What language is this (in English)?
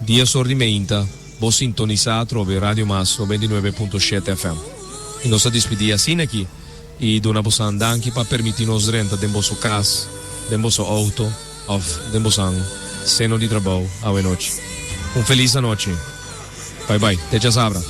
Papiamento